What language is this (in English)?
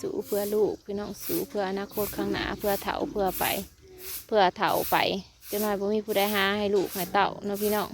Northeastern Thai